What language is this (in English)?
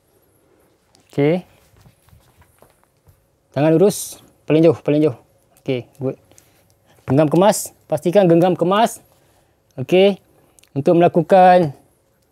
Malay